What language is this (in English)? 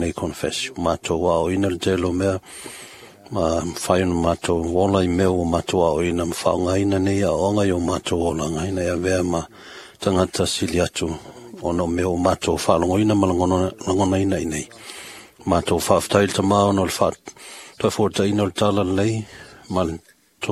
Samoan